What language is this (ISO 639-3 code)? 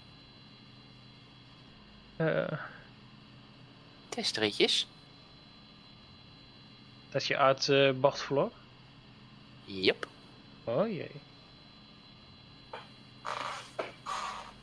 nld